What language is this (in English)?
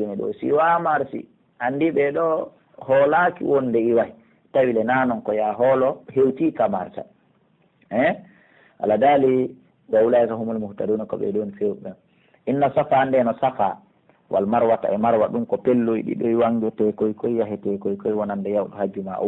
Pular